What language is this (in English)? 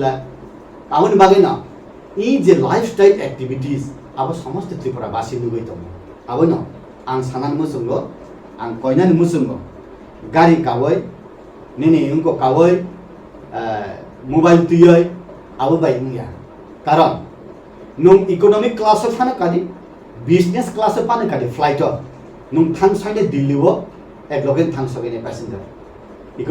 Kok Borok